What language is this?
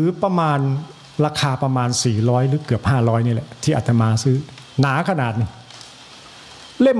Thai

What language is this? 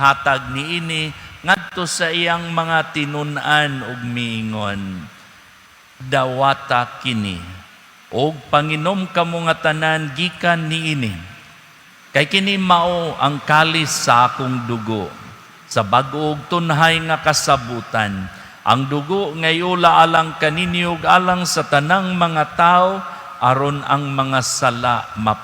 Cebuano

